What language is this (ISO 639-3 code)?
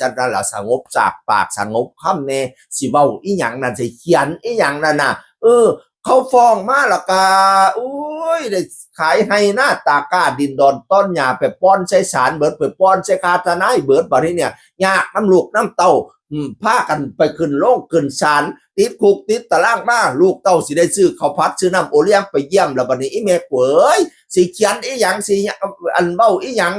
tts